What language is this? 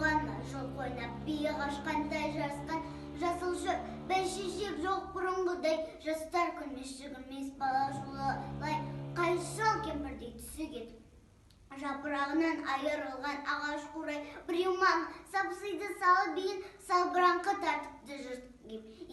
Kazakh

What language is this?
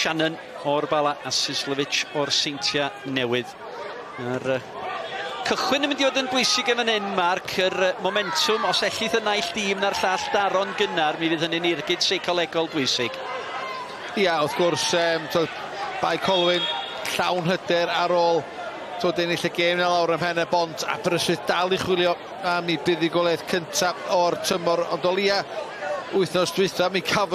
Welsh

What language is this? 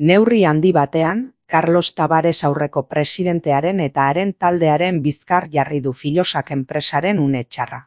Basque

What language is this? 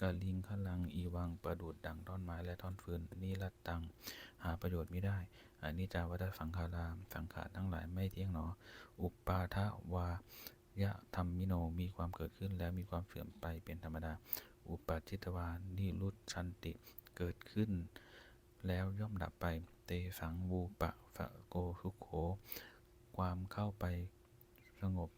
Pali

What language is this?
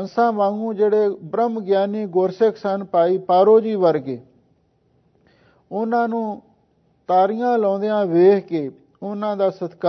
Punjabi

